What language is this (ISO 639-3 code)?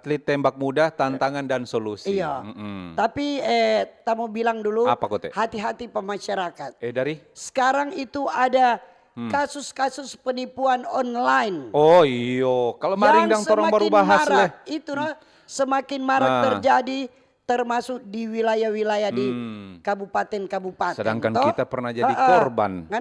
xmm